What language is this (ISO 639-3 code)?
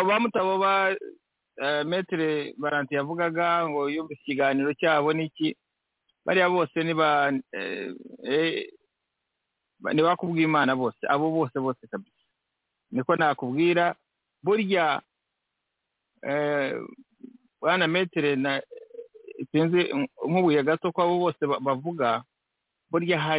kin